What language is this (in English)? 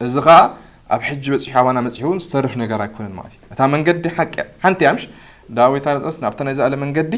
Tigrinya